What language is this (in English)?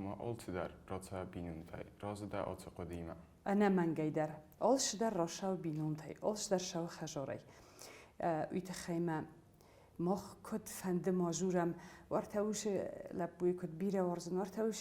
Ossetic